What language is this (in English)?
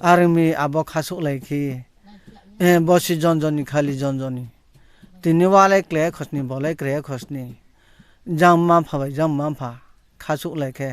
Riang (India)